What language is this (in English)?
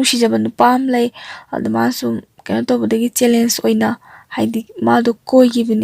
Manipuri